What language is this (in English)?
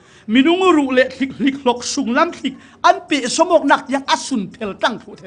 Falam Chin